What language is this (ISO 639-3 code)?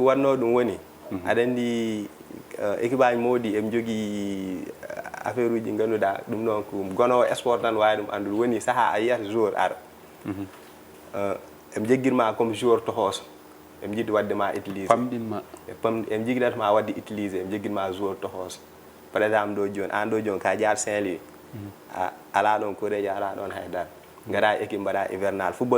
ful